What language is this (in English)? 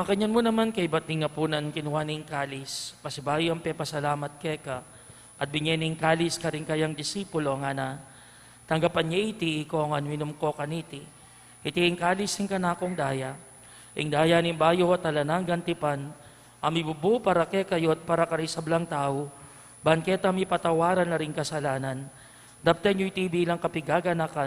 Pampanga